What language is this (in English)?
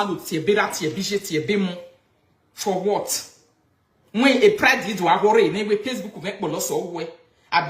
Nigerian Pidgin